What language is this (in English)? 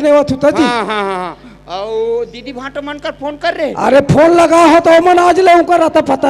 Chhattisgarhi